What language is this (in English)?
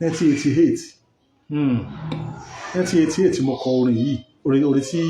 Yoruba